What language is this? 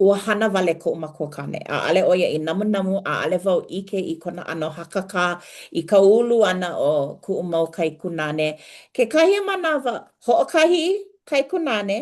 Hawaiian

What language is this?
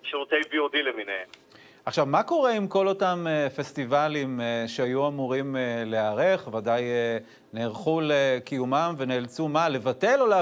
Hebrew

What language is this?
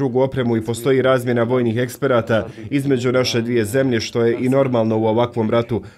Bosnian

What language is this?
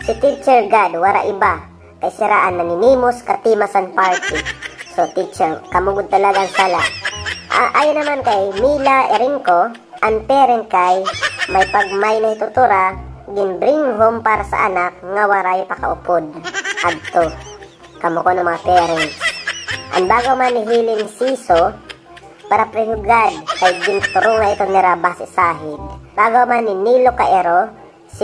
Waray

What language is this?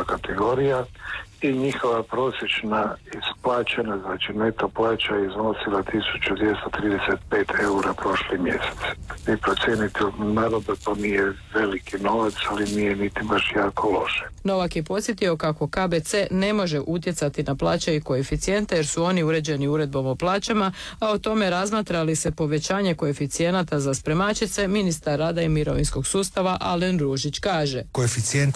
Croatian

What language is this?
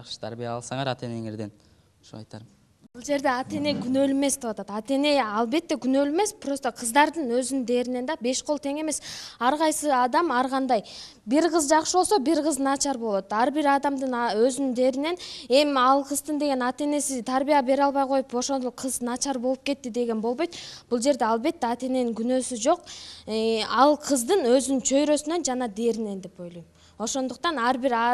Kyrgyz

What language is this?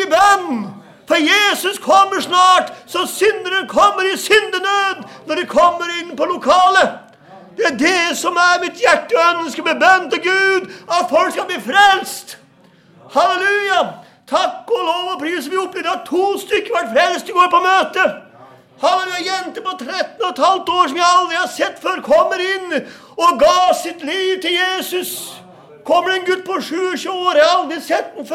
Norwegian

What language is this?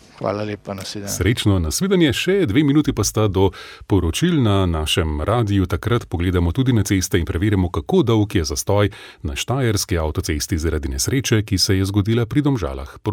Slovenian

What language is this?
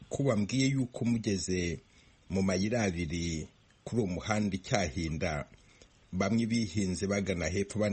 Kinyarwanda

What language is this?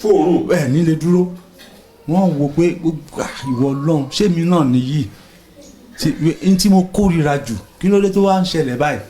Yoruba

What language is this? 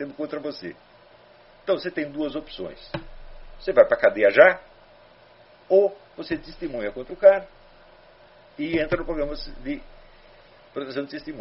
Portuguese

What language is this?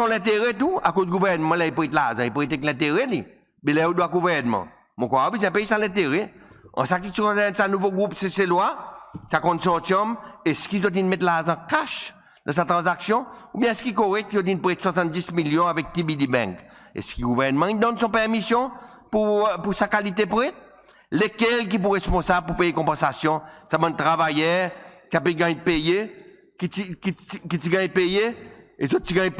Seselwa Creole French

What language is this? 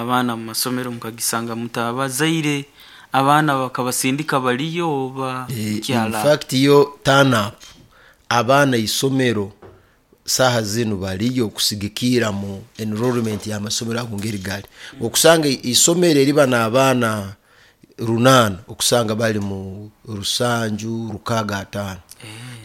Nyoro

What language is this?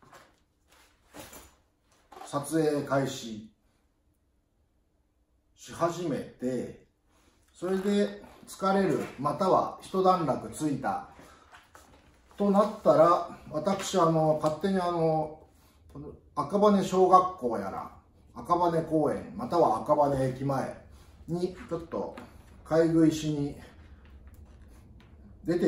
Japanese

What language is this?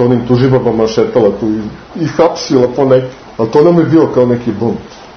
Serbian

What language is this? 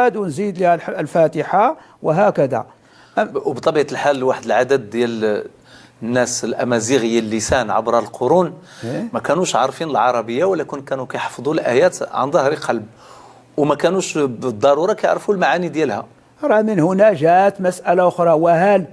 Moroccan Arabic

